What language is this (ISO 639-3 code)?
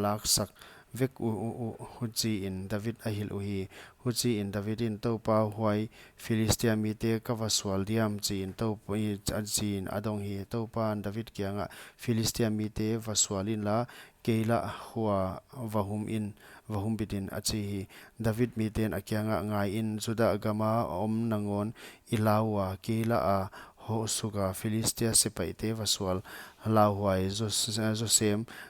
pck